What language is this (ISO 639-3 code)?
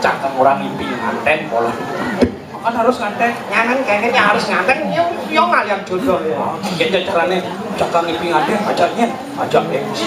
ban